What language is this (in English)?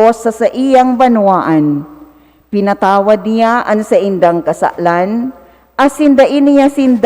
Bikol